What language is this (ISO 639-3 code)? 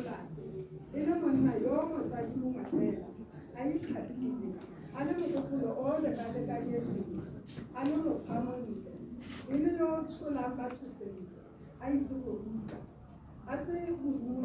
tsn